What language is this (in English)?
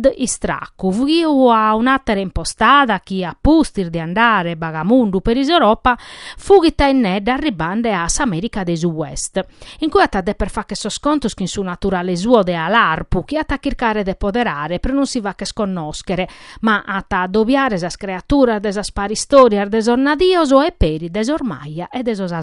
Sardinian